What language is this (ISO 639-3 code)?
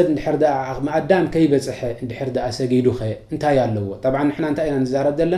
tir